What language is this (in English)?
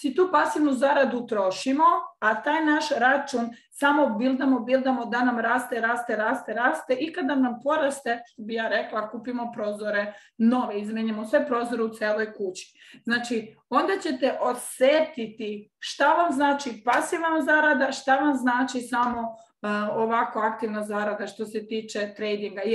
Croatian